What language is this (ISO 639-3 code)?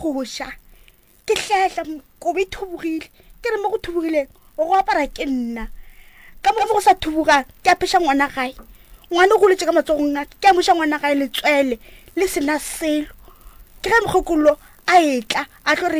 nso